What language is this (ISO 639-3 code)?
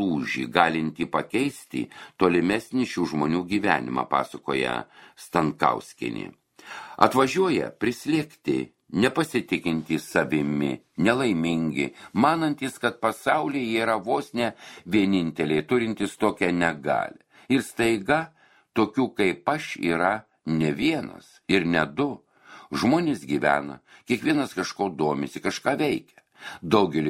lit